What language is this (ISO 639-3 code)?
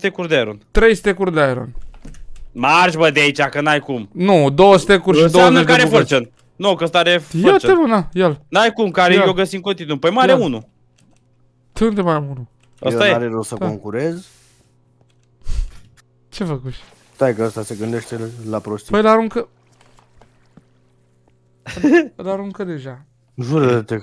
ron